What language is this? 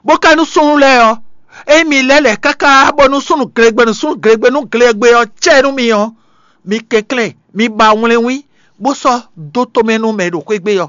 Fon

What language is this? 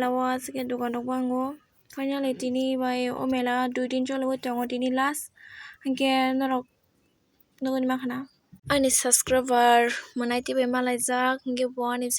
Kok Borok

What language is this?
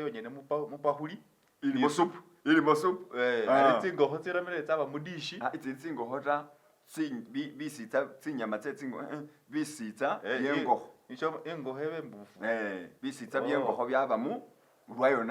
Masaaba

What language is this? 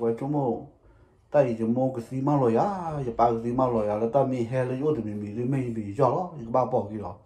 S'gaw Karen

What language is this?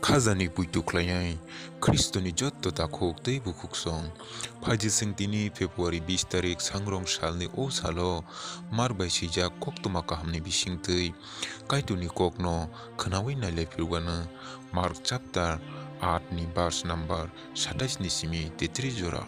Kok Borok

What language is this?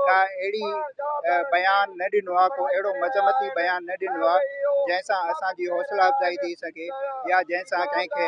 Sindhi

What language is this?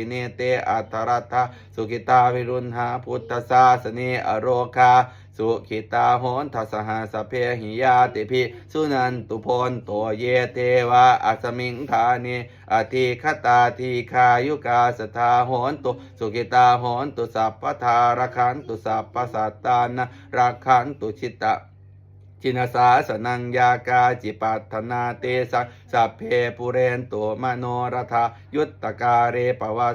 Pali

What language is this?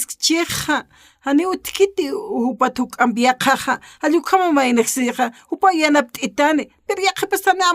Aymara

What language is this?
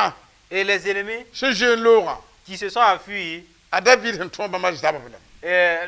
Mossi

